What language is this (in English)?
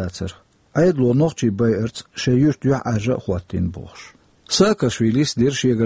Chechen